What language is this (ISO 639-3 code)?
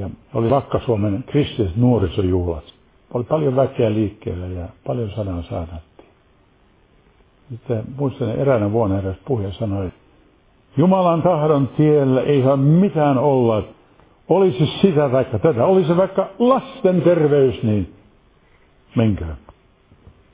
fin